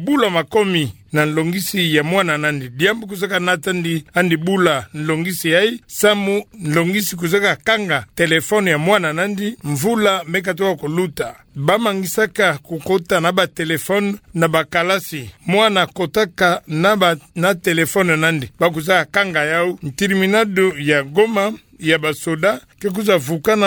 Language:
Kituba (Democratic Republic of Congo)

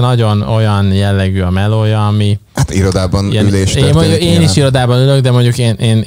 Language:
Hungarian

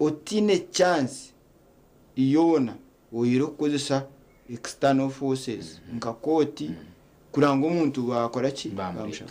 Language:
Nyankole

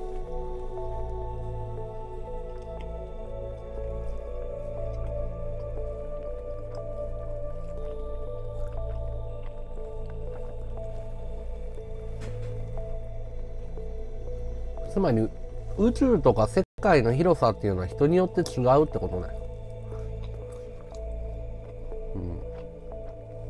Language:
Japanese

